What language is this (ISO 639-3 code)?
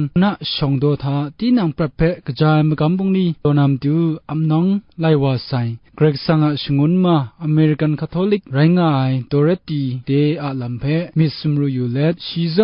kac